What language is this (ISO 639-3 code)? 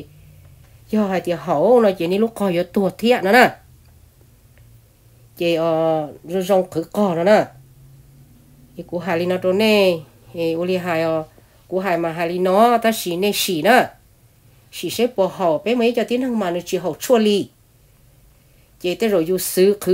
vie